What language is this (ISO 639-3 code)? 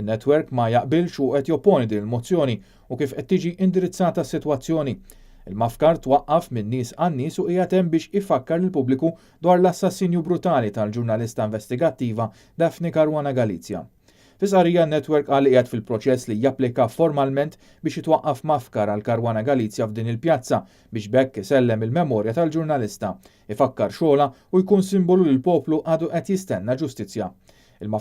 mlt